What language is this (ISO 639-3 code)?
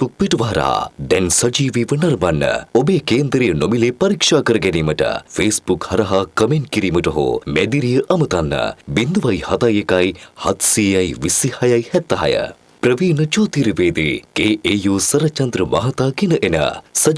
sin